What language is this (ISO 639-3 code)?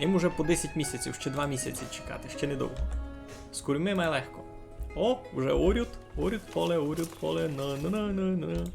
rue